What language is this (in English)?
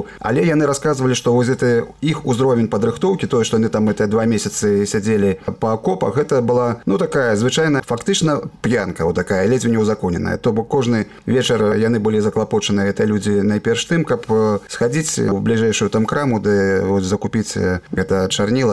Belarusian